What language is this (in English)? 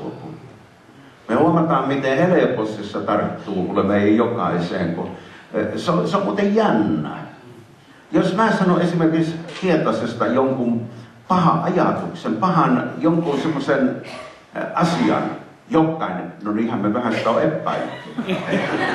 Finnish